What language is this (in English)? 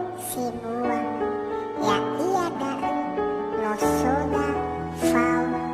Nias